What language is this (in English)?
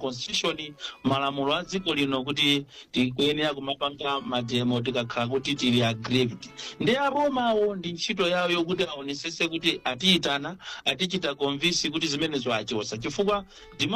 Nyanja